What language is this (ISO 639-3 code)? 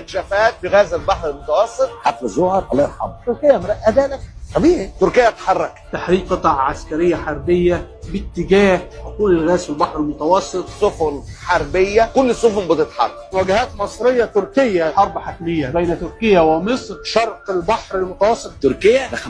arz